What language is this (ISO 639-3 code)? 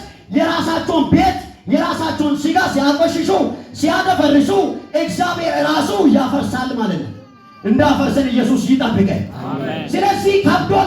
amh